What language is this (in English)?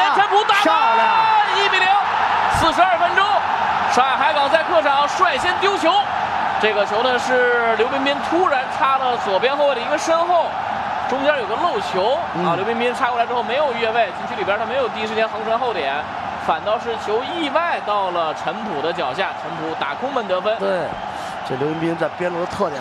Chinese